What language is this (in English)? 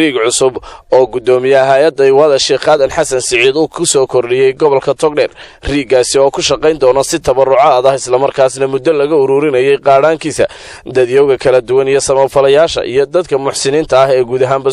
Somali